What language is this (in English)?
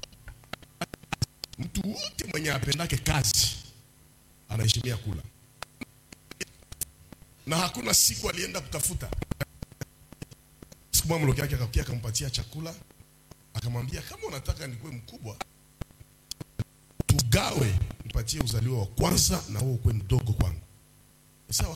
Swahili